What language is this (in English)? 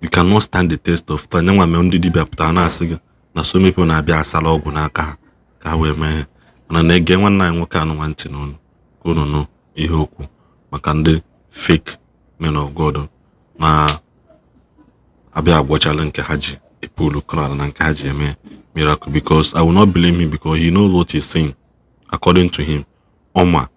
Igbo